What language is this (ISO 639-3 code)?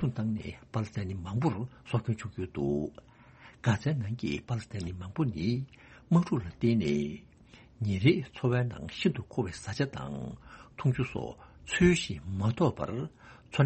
bod